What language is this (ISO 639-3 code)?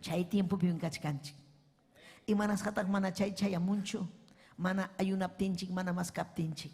quy